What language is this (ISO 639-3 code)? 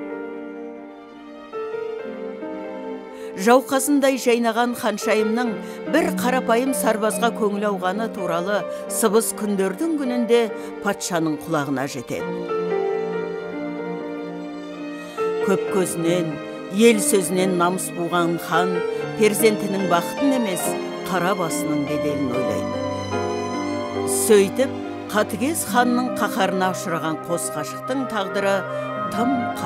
kaz